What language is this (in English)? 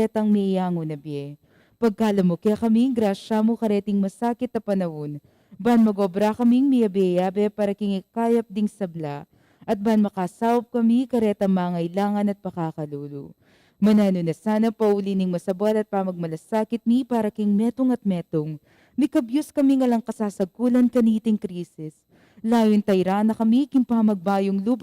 Pampanga